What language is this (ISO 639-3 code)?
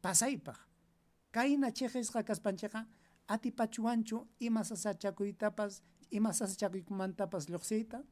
quy